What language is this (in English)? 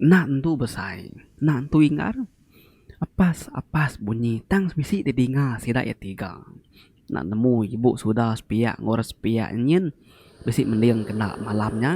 Iban